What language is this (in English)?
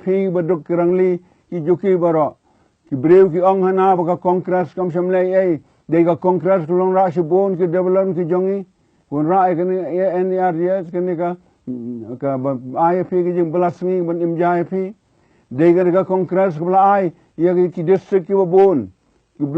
Khasi